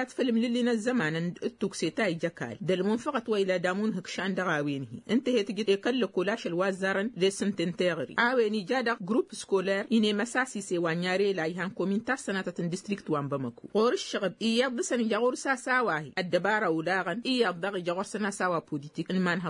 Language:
Tamasheq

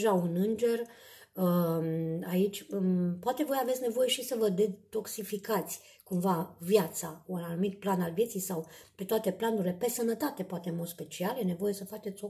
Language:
Romanian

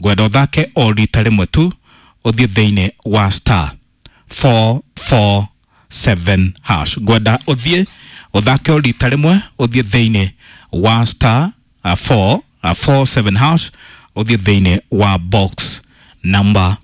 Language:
Kikuyu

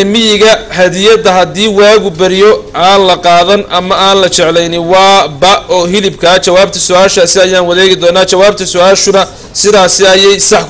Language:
Somali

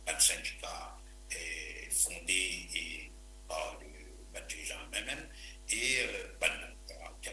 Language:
Morisyen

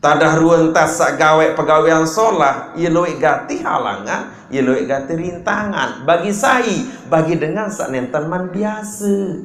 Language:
Sasak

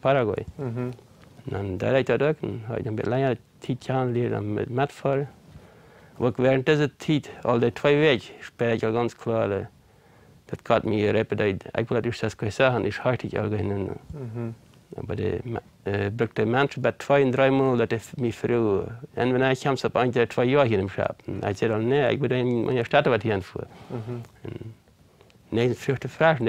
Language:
Plautdietsch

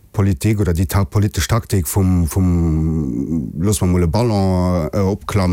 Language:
Luxembourgish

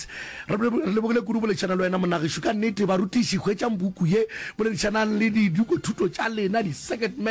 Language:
Northern Sotho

